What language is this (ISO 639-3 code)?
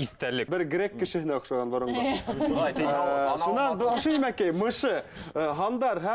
bak